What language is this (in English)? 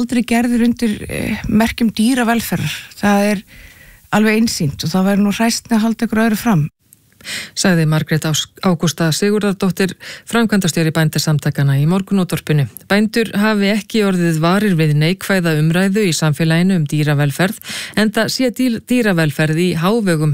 Icelandic